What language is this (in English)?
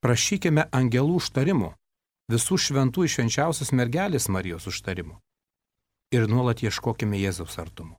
Lithuanian